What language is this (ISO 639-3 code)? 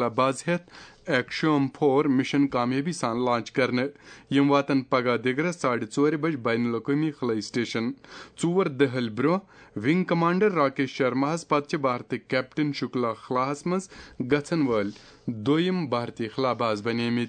kas